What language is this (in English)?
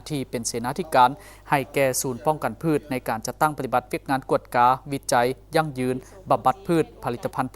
Lao